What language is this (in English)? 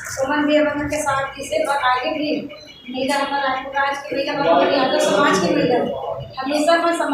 Chhattisgarhi